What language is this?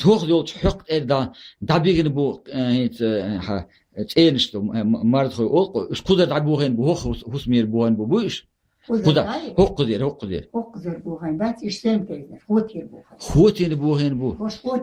Chechen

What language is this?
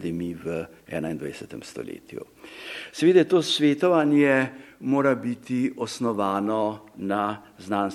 Slovenian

